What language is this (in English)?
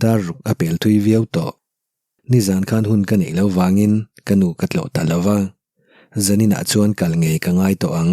Mizo